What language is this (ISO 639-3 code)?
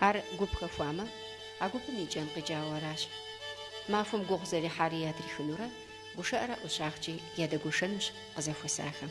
kbd